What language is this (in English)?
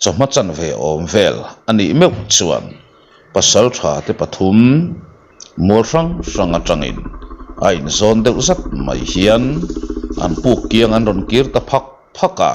Mizo